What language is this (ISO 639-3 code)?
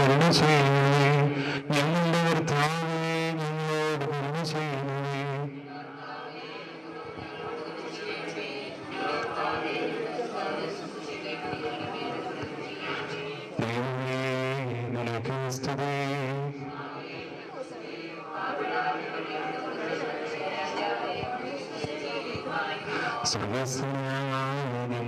mal